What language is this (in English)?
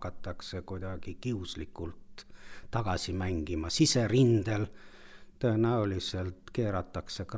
Estonian